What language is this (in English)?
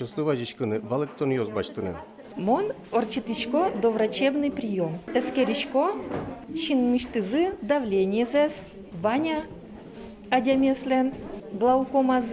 Udmurt